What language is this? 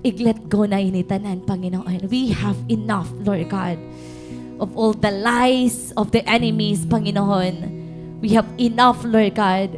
Waray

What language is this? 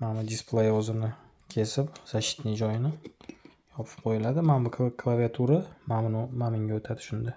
Uzbek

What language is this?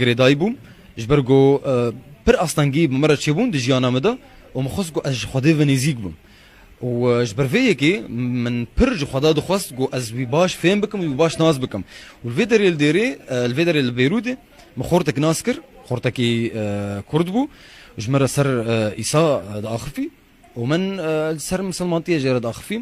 Kurdish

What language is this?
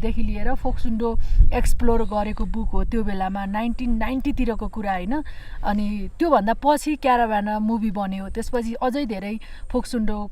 Nepali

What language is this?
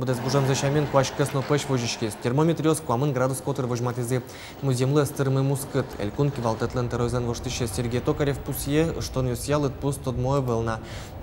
Udmurt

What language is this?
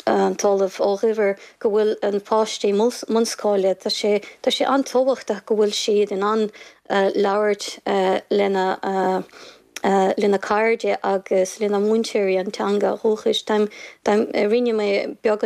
Irish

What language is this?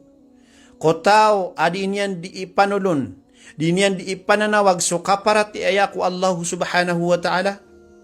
Maranao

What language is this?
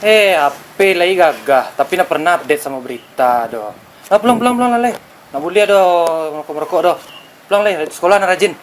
Minangkabau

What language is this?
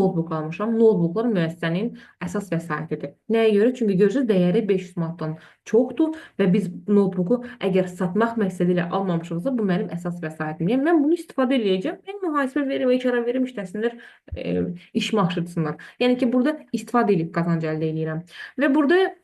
Azerbaijani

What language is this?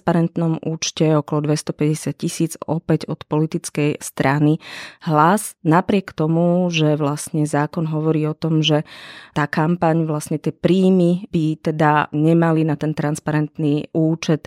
Slovak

